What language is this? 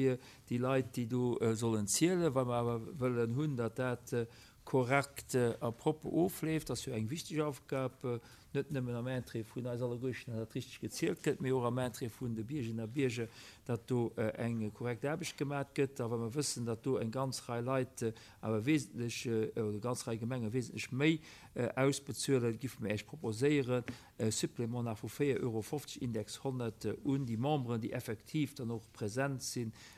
Luxembourgish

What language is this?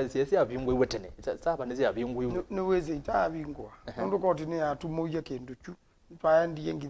Kamba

